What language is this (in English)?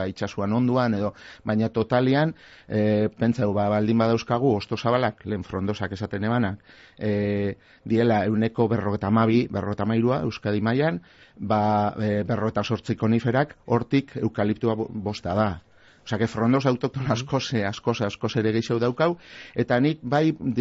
Basque